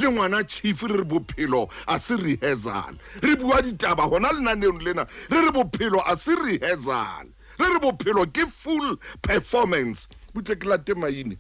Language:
Southern Sotho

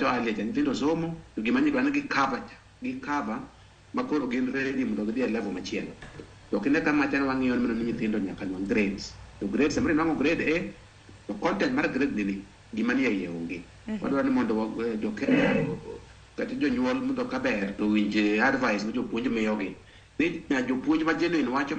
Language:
Luo (Kenya and Tanzania)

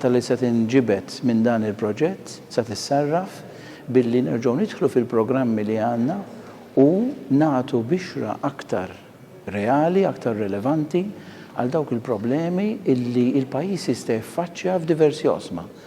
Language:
Maltese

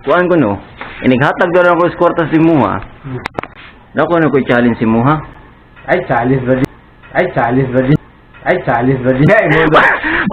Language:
Cebuano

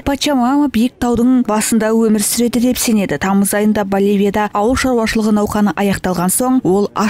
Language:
Kazakh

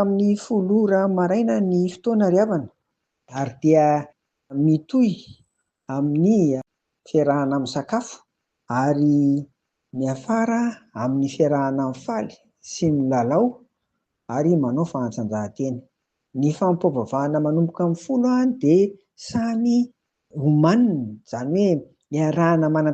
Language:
Malagasy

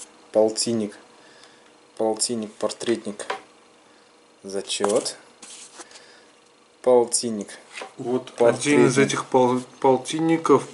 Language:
Russian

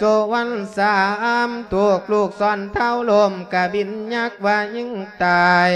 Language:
Lao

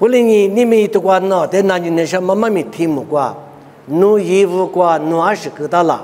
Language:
Lisu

